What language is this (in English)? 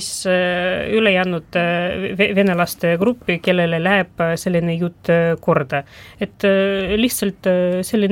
Estonian